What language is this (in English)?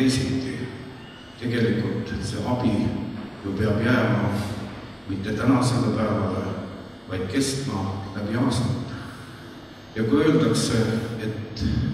Estonian